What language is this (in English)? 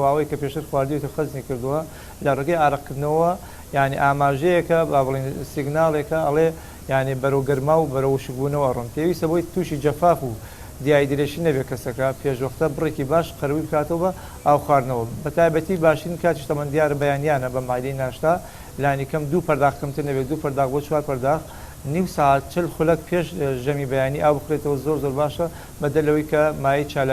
Central Kurdish